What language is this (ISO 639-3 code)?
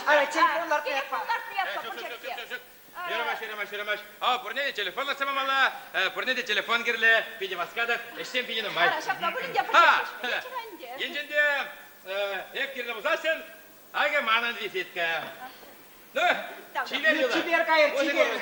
chv